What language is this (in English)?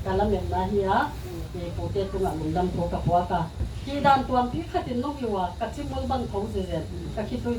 Tedim Chin